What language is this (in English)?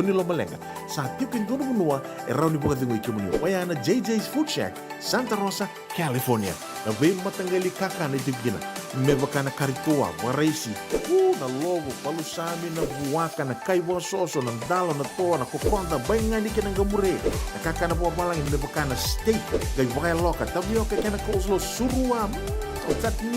Fijian